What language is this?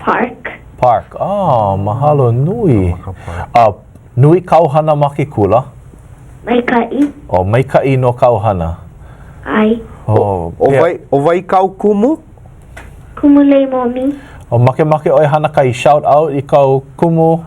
Hawaiian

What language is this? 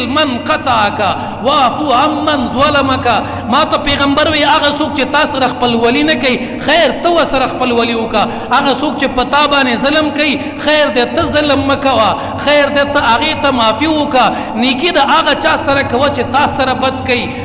Pashto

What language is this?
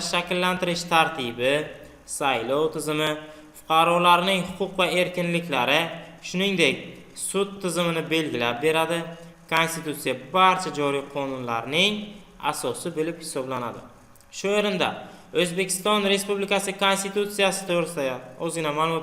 Uzbek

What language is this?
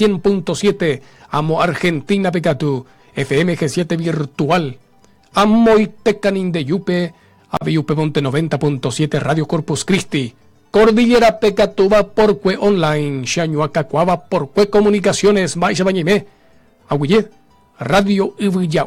Guarani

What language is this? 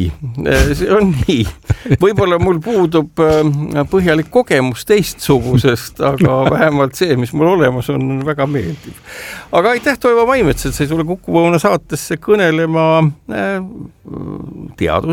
Estonian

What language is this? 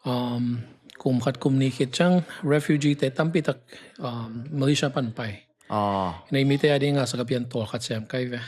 Tedim Chin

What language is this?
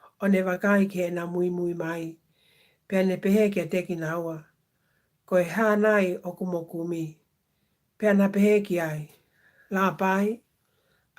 Tongan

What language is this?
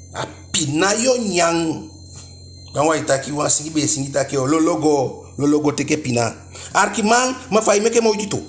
Eastern Maroon Creole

